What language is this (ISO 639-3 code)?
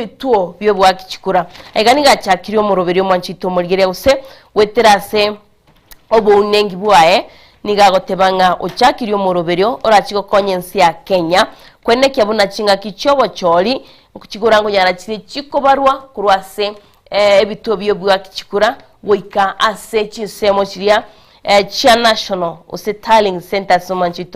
guz